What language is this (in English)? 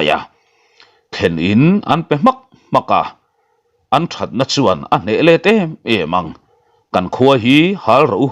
Mizo